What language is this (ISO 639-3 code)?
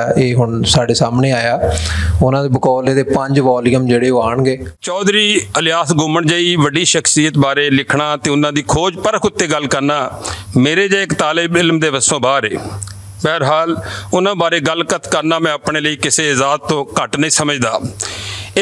lah